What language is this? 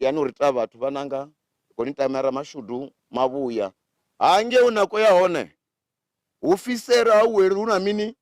Venda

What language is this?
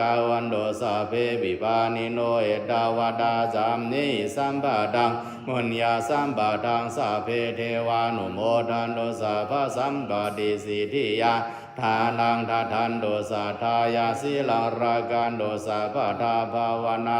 Pali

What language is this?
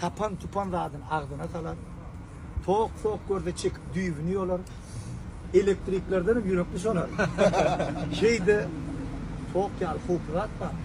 Turkmen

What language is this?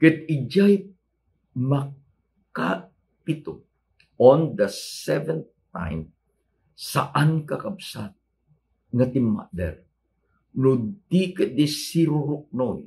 Iloko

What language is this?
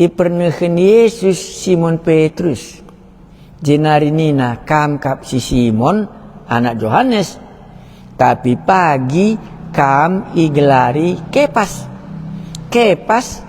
Batak Karo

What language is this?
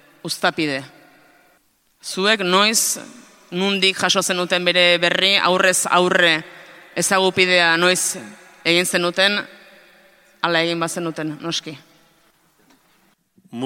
Basque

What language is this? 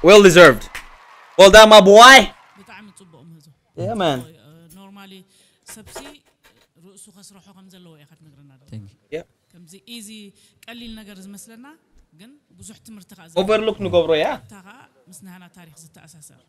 Tigrinya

